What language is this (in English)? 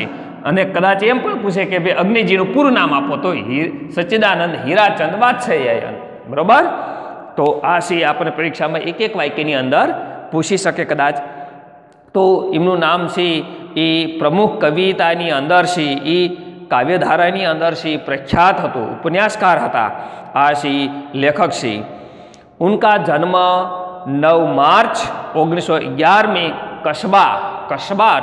Gujarati